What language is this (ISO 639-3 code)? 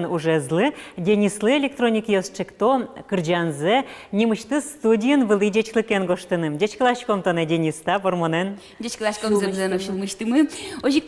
udm